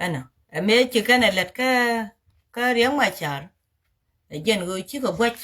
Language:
Nuer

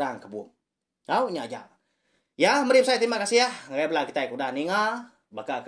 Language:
Iban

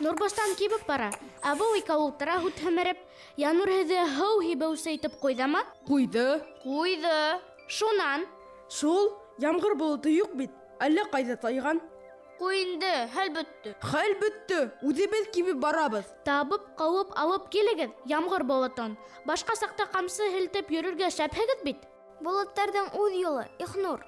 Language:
Bashkir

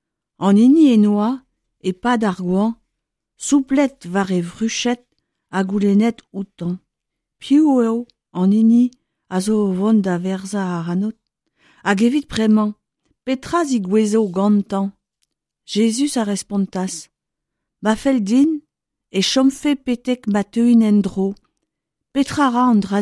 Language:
Breton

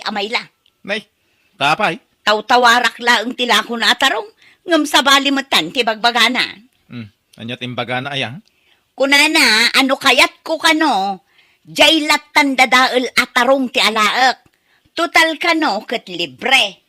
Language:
Iloko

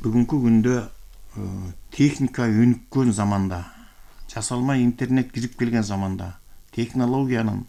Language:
Kyrgyz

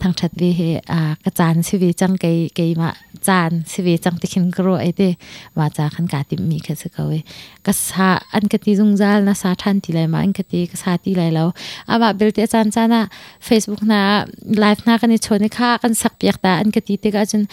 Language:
Hakha Chin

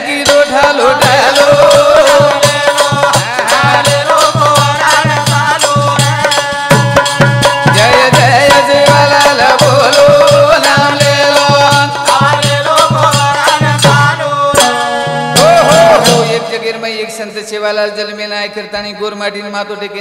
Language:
Lambadi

